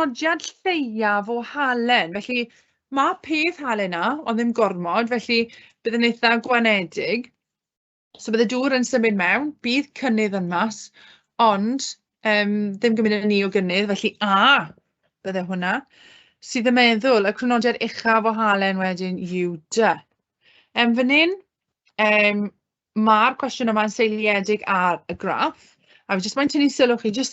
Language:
Welsh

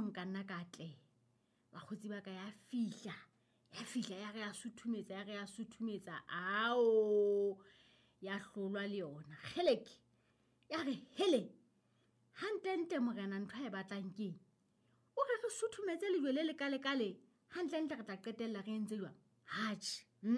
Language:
Southern Sotho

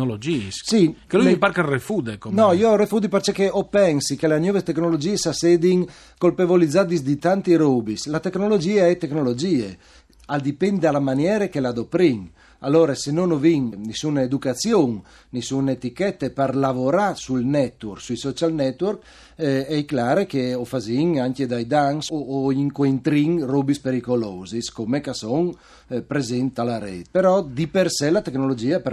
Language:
Friulian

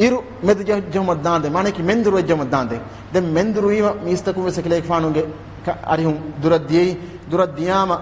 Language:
Divehi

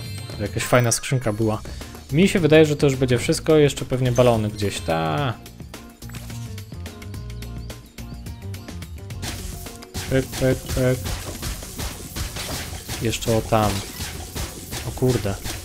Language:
Polish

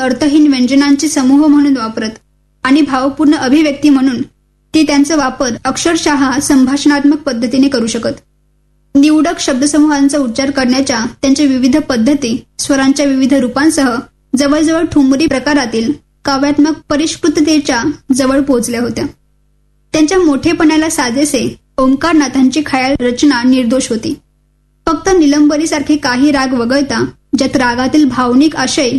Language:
Marathi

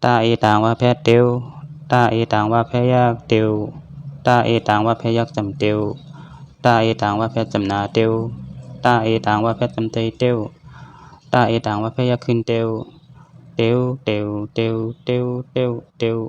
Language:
Shan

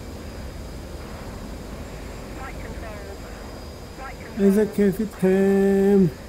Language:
English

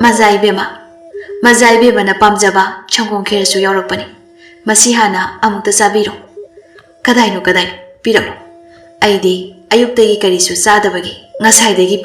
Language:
Manipuri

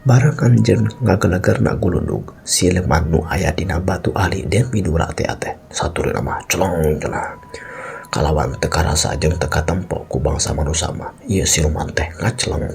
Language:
Sundanese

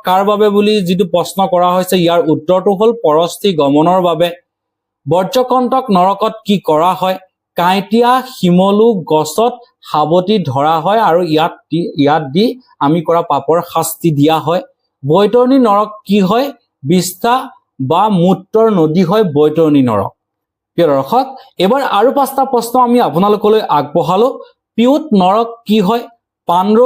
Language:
Assamese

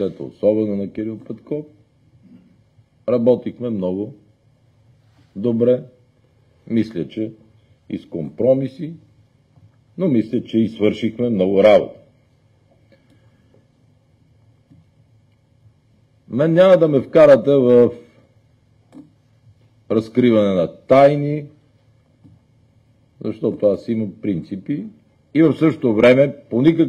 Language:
Bulgarian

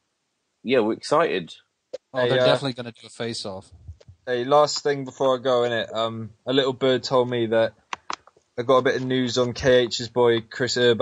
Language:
English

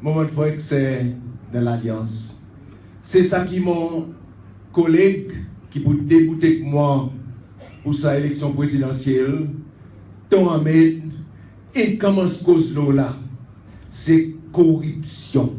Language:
Seselwa Creole French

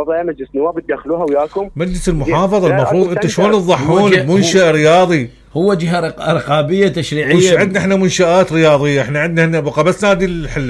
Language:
Mesopotamian Arabic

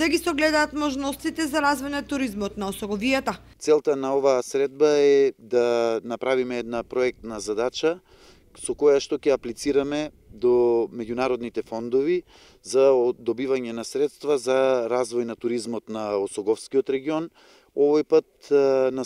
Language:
Macedonian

